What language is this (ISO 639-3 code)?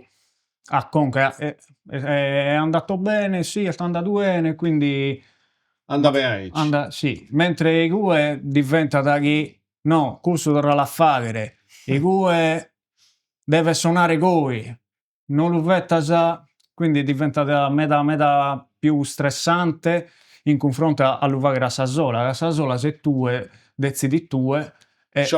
srd